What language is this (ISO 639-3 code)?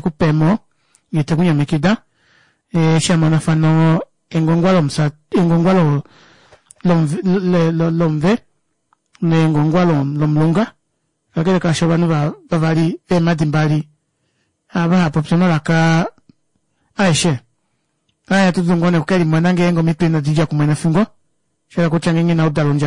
kua